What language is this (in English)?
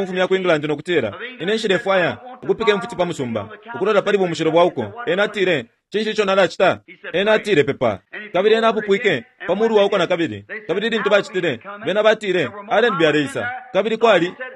Bemba